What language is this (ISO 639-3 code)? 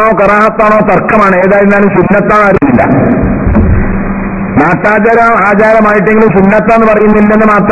mal